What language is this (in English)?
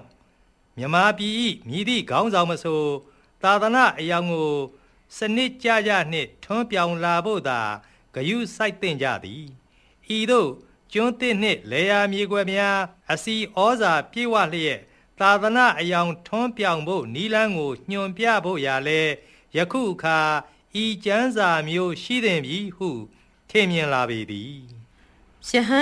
Burmese